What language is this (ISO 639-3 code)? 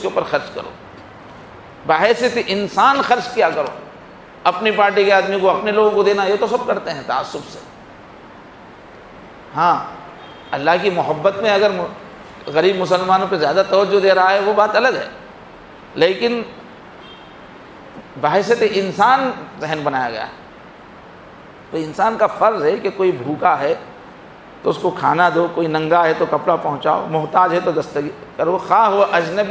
urd